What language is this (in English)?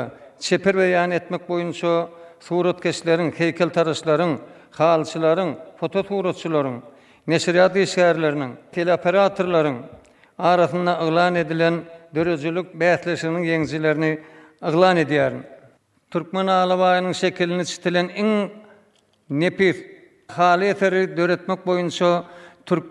Turkmen